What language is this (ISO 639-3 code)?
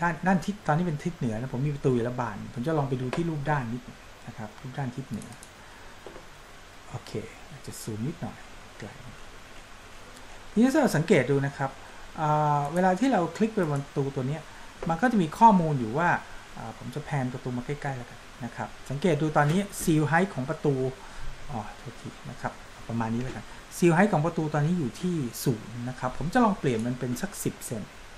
tha